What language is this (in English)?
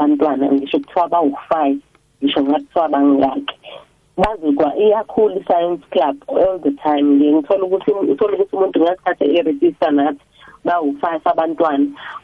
South Ndebele